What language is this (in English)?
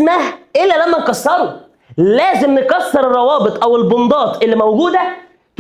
Egyptian Arabic